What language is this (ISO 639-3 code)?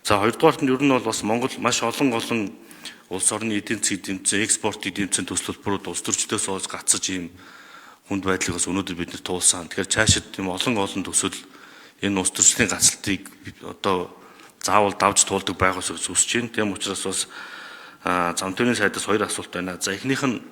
mon